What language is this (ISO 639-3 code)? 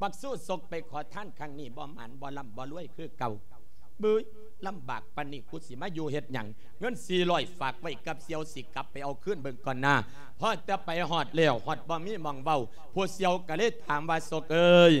lao